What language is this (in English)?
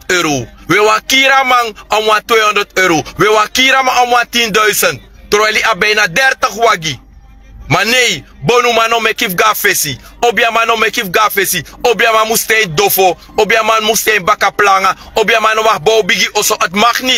Sranan Tongo